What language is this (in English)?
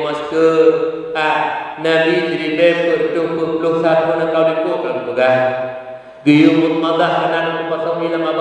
Achinese